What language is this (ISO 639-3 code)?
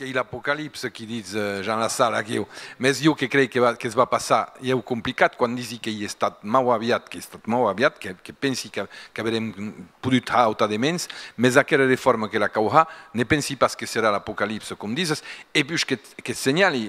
oci